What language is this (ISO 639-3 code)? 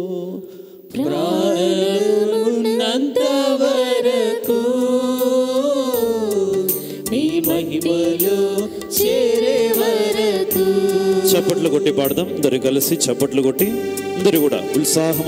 tel